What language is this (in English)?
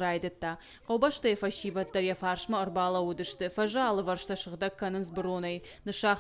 Ossetic